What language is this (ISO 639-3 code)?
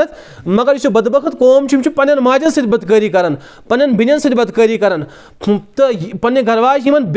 kas